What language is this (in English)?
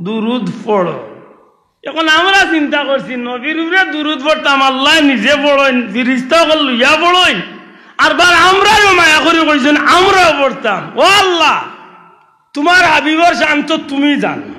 Sylheti